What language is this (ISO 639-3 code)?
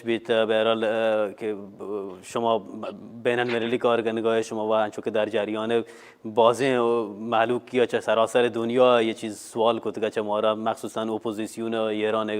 bal